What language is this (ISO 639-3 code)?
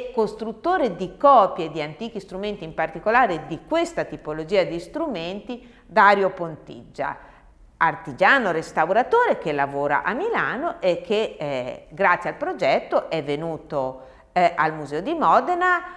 ita